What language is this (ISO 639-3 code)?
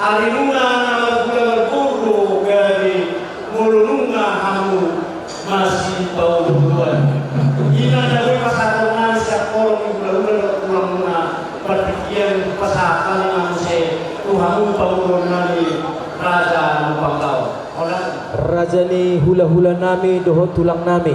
bbc